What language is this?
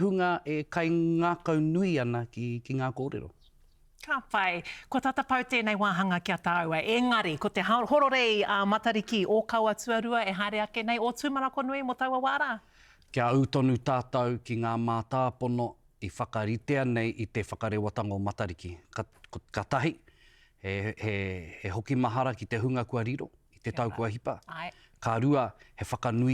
Māori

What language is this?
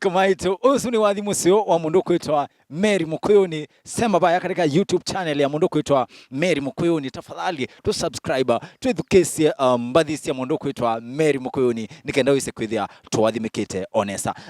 Kamba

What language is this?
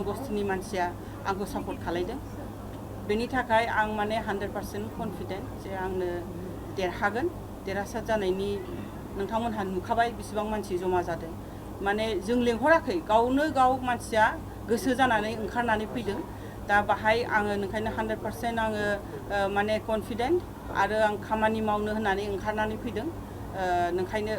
Bodo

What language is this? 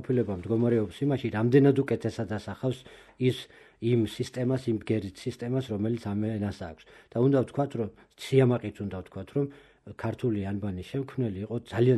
Georgian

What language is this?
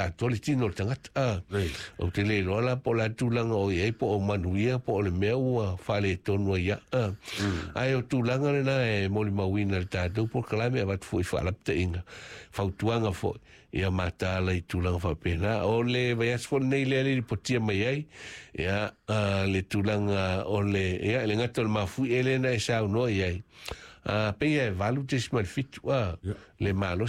Samoan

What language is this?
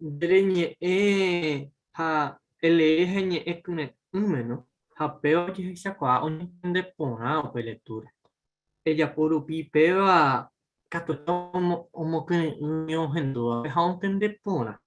Guarani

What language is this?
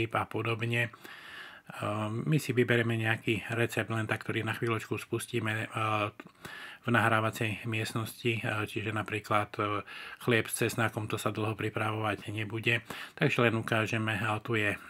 Slovak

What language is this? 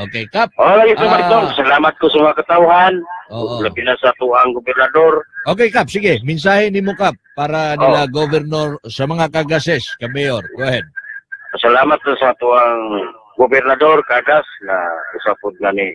Cebuano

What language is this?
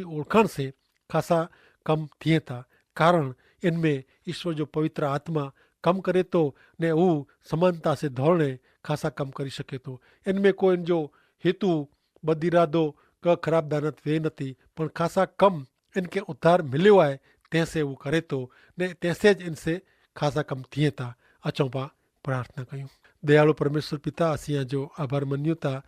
Kachhi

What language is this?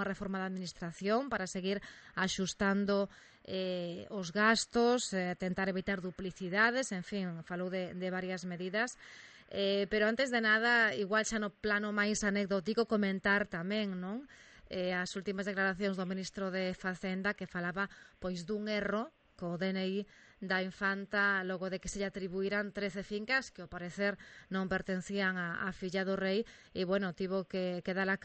Galician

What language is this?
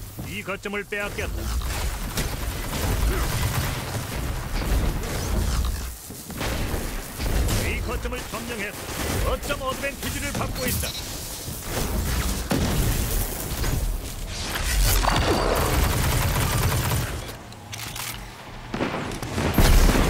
Korean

